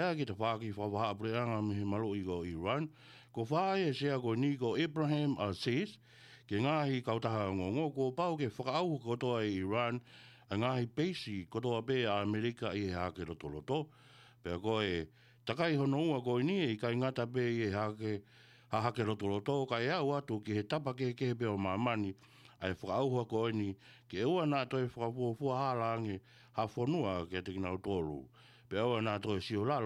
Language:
Tongan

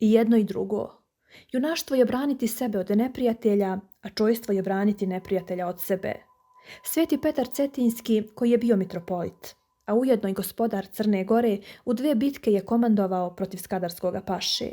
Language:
Serbian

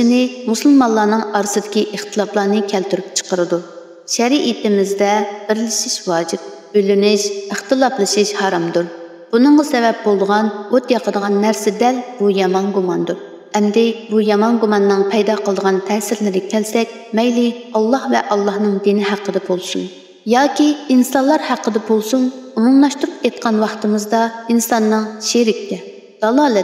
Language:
Uyghur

